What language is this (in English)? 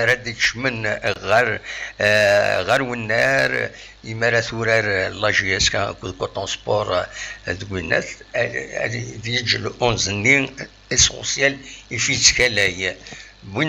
Kabyle